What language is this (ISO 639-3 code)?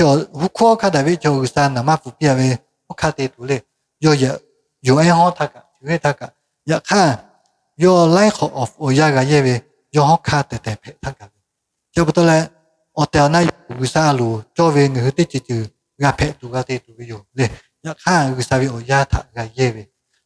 lhu